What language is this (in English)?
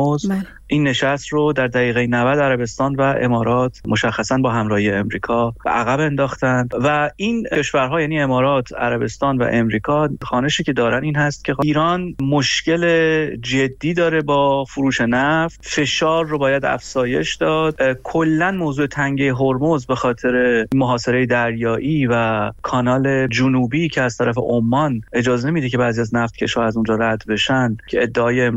Persian